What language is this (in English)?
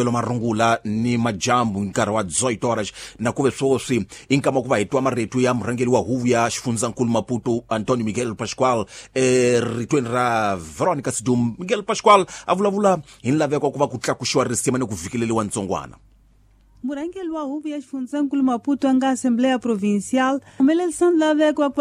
Tsonga